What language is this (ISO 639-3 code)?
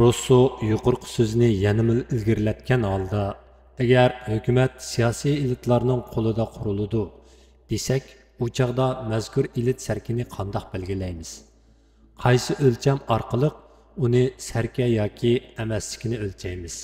uig